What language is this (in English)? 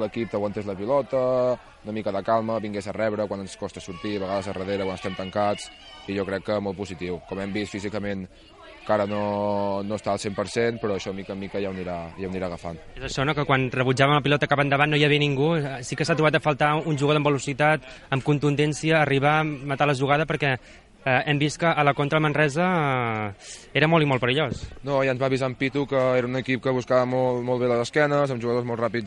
Catalan